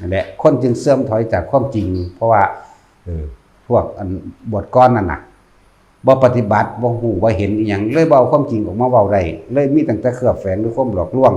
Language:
Northeastern Thai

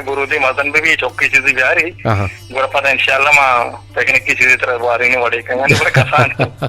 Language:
Eastern Balochi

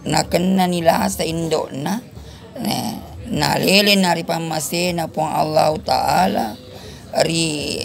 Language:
Buginese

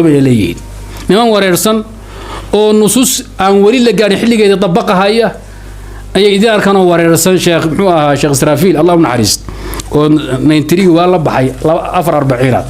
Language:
Somali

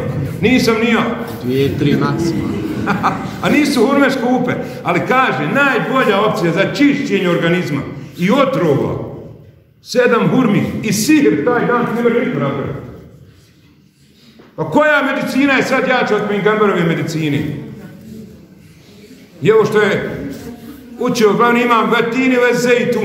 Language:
Bosnian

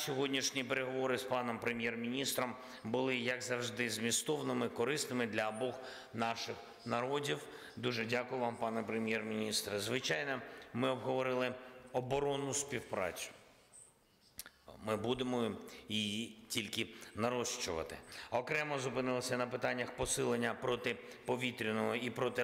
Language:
Ukrainian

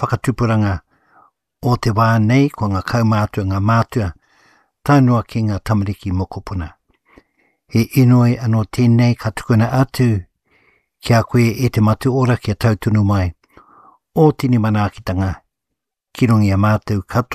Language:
Māori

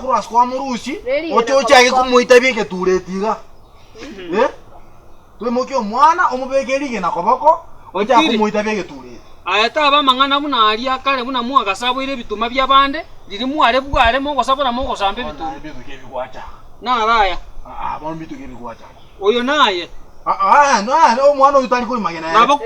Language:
Gusii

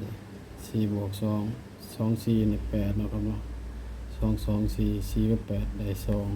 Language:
Northeastern Thai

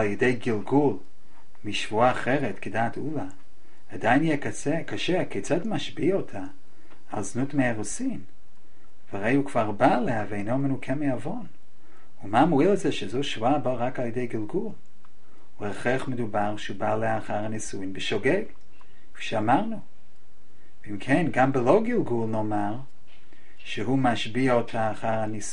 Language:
Hebrew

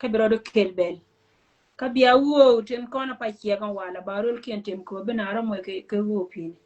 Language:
Nuer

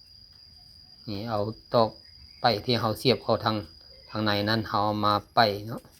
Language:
Lao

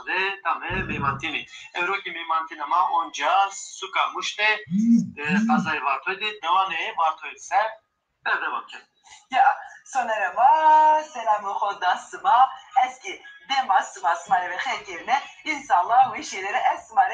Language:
Zaza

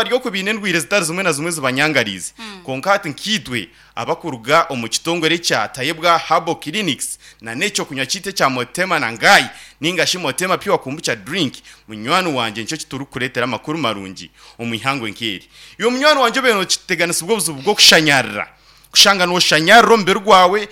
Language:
Nyankole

